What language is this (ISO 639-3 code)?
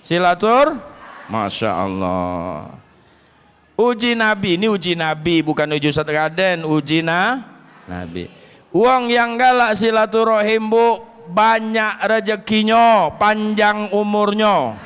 mui